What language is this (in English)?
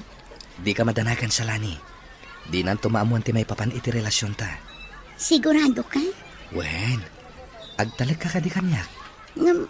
Iloko